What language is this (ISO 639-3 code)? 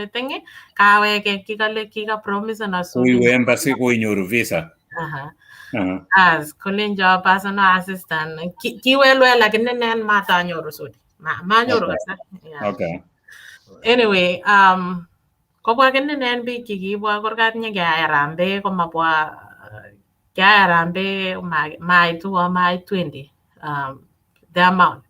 kln